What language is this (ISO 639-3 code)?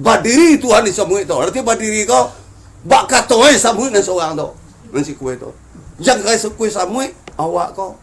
min